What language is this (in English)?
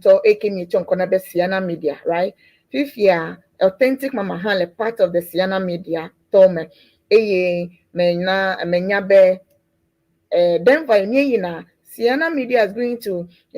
Ewe